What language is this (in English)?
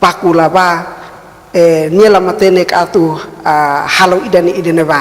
Tetum